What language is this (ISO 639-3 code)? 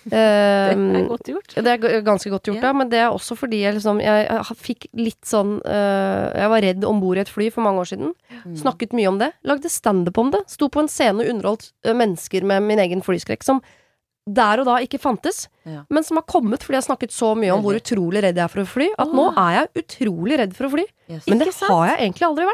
nor